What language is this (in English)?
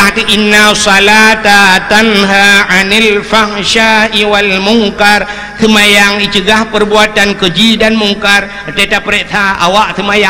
Achinese